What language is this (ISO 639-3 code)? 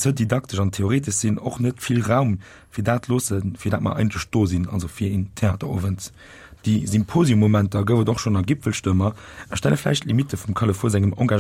ltz